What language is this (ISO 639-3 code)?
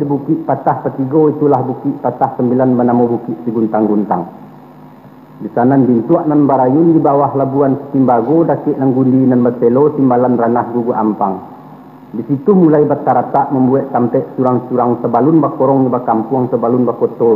min